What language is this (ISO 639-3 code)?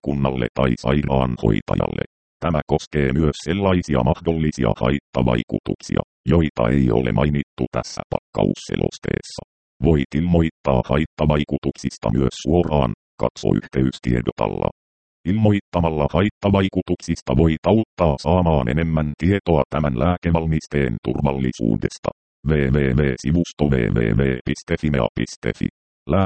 fin